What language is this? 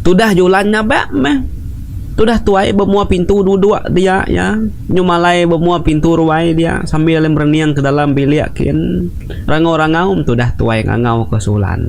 Iban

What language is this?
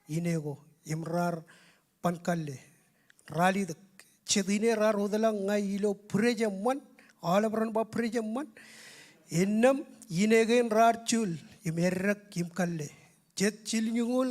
Marshallese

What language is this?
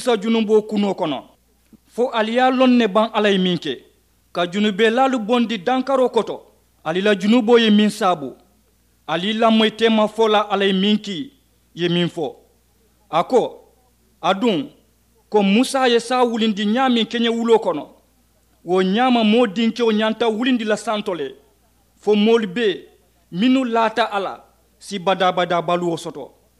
Mandingo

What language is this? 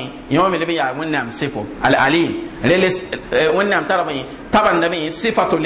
Mossi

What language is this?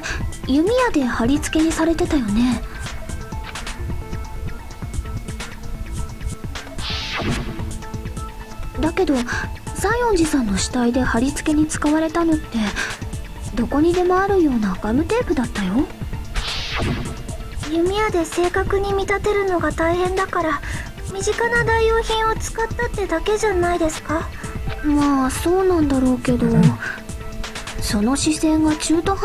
Japanese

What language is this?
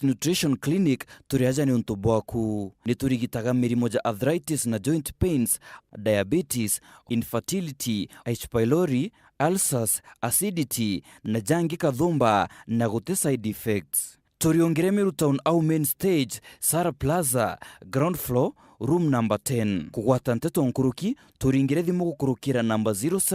Meru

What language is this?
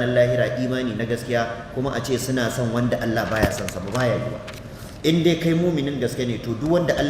Hausa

